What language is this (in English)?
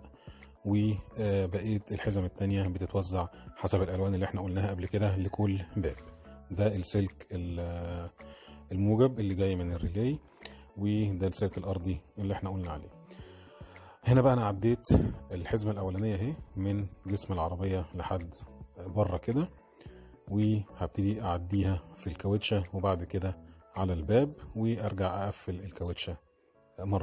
Egyptian Arabic